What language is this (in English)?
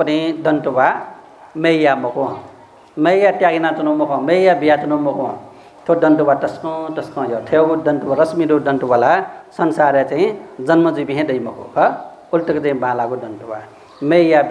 Newari